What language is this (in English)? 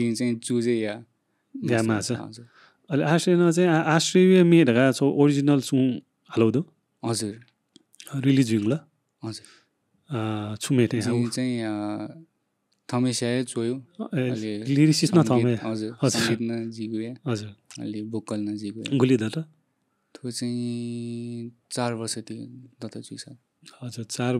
Newari